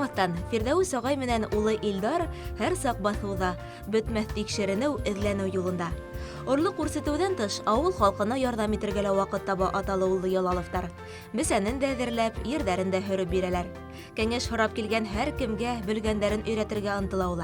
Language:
Bashkir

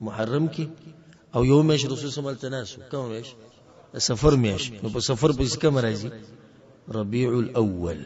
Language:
Pashto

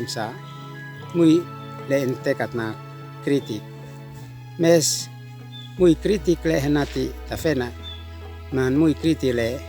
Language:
Uab Meto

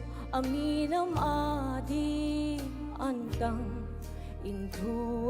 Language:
Tedim Chin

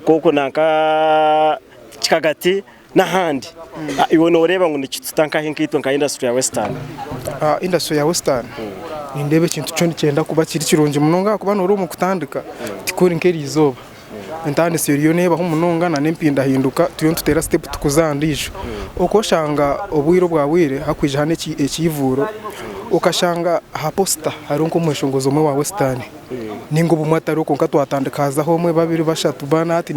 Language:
Nyankole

